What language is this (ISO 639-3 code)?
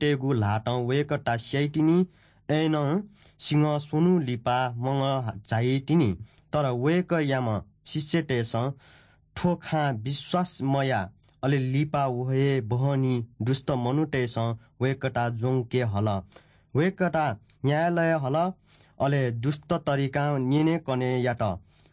new